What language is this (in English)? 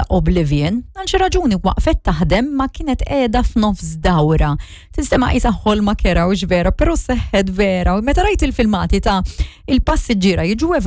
Maltese